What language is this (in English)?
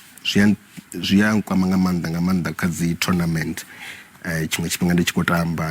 Venda